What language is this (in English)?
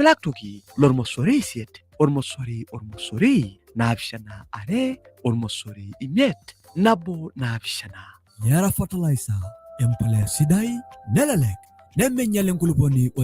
Masai